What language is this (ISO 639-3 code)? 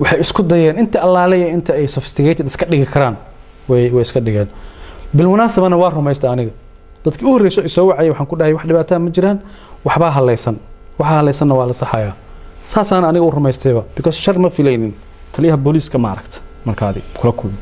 som